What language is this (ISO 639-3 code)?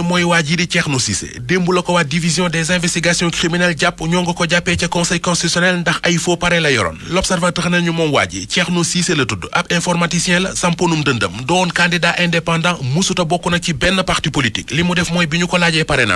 wol